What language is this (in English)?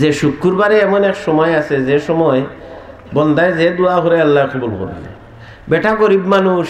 Sylheti